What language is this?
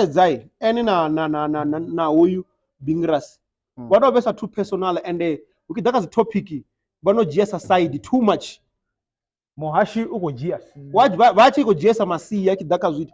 Venda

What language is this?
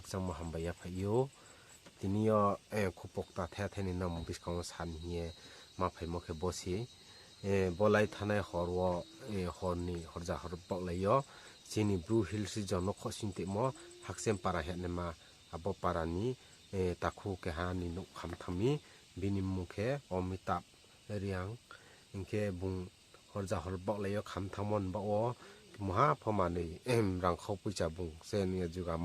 Riang (India)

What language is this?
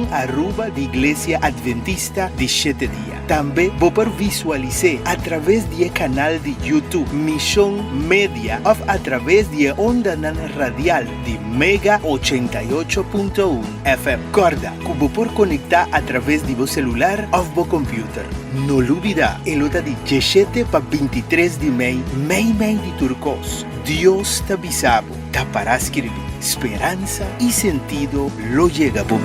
Papiamento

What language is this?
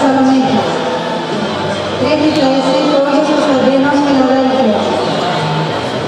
Greek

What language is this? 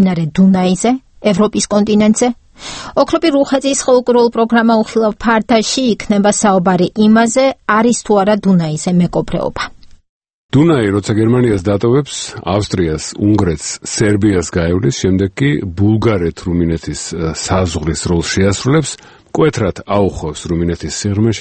Georgian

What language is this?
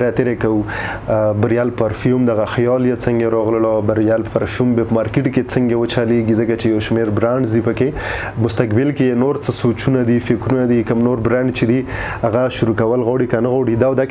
Pashto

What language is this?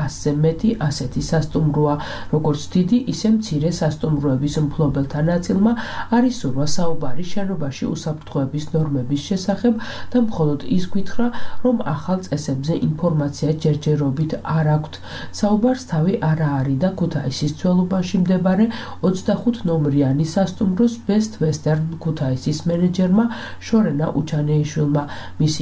Georgian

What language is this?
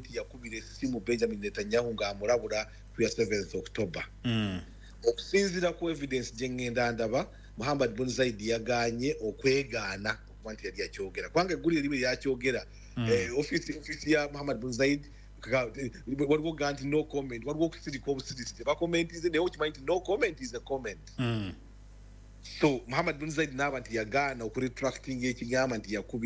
Ganda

